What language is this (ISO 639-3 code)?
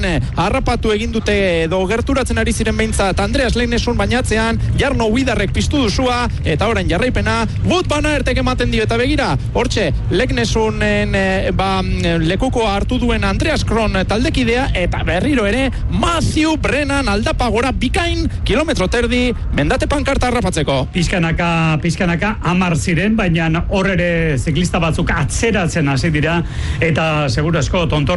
eus